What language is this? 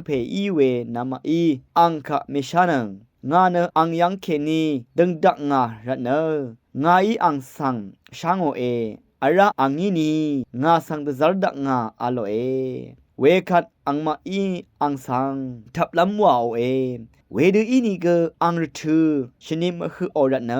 Rawang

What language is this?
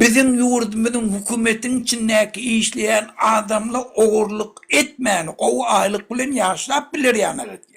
Turkmen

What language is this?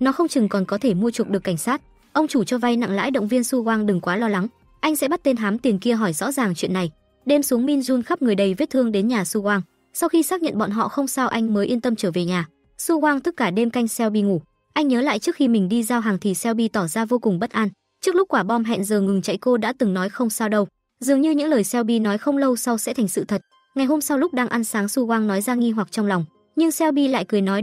Vietnamese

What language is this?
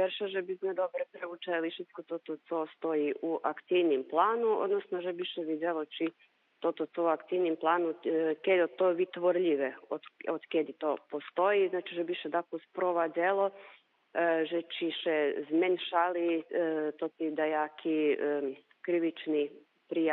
Rusyn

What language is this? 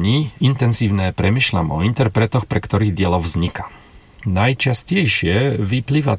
Slovak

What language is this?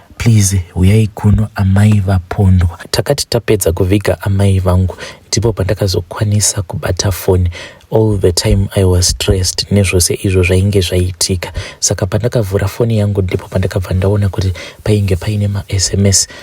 Shona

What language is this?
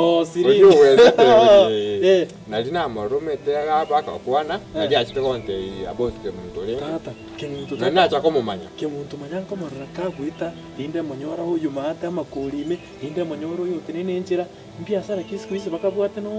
Gusii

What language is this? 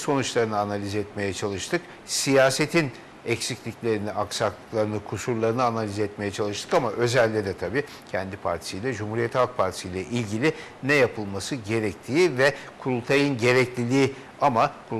Turkish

